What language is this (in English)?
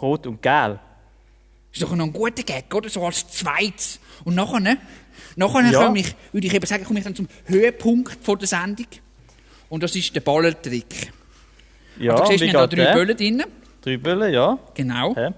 Swiss German